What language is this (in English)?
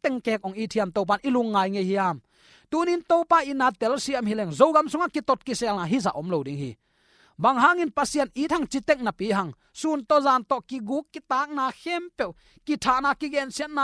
Tedim Chin